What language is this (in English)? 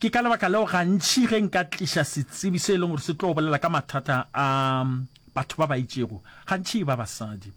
Northern Sotho